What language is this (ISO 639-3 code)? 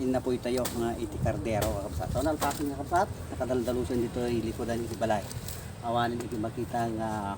ilo